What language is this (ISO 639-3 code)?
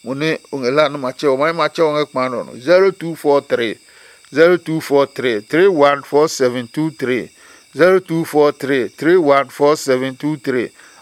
ada